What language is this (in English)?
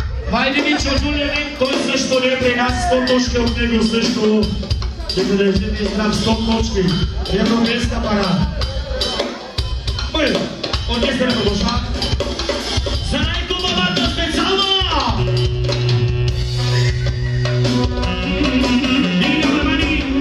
Bulgarian